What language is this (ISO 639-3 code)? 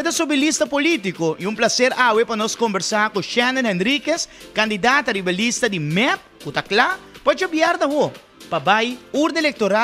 pap